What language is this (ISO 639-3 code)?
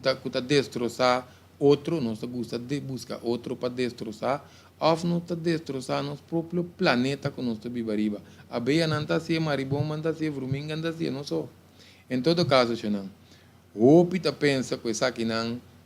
pap